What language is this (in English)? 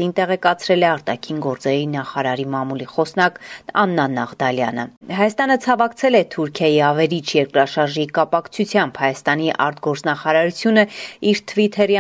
Armenian